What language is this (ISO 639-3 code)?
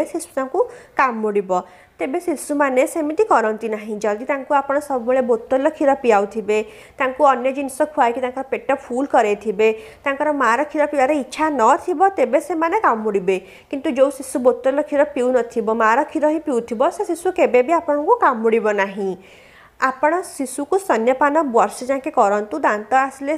ori